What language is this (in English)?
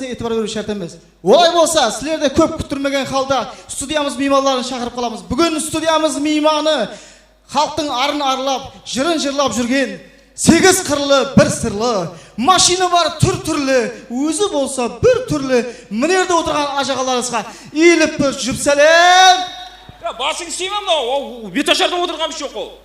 Kara-Kalpak